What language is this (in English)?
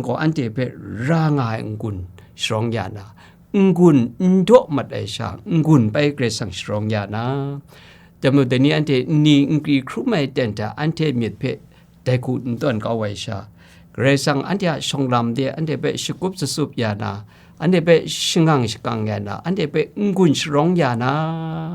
Kachin